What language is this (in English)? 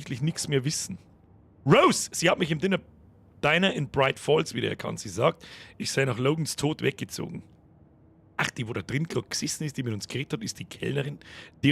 Bavarian